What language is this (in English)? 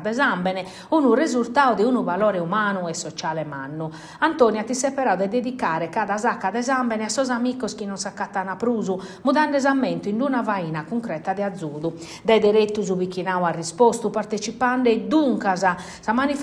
Sardinian